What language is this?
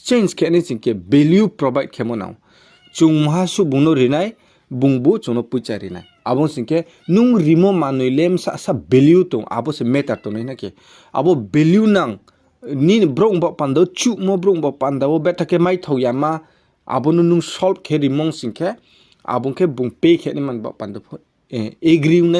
Riang (India)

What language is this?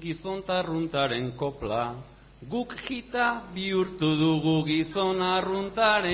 Basque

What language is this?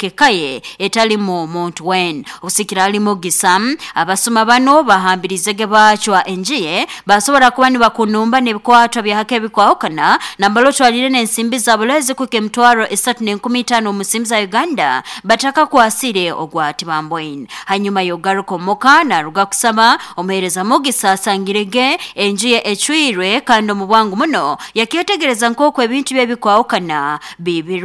Nyankole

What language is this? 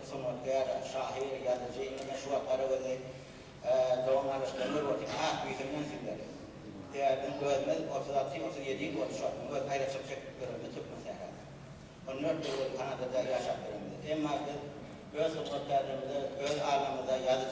Turkmen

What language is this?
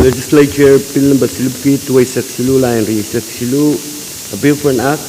Pohnpeian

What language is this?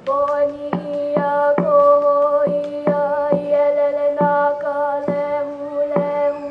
Hawaiian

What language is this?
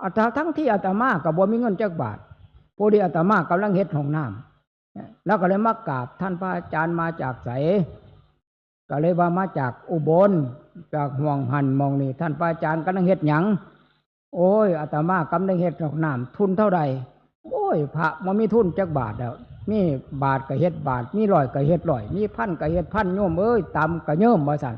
Northeastern Thai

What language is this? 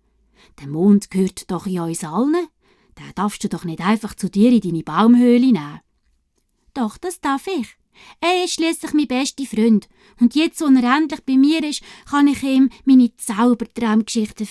Swiss German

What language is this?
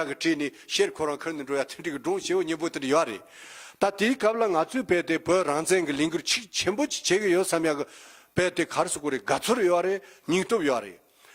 Tibetan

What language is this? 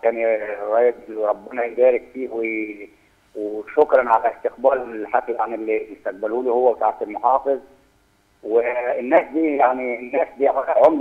Egyptian Arabic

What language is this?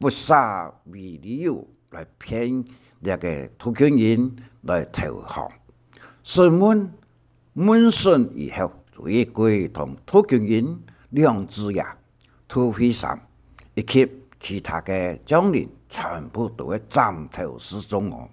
Hakka Chinese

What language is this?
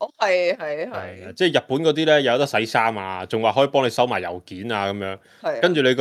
Cantonese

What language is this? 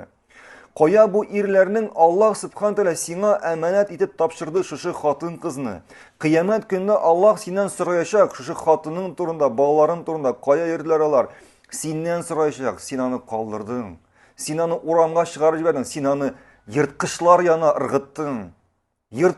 Tatar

